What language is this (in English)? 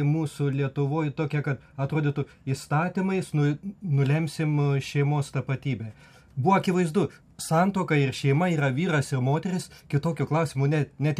Lithuanian